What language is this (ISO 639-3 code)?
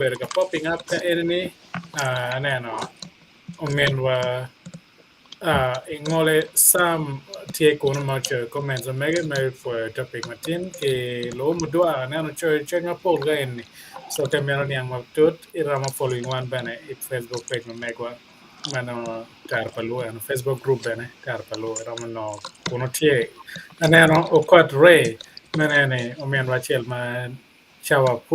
ach